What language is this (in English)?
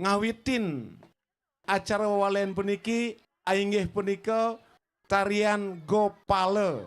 Balinese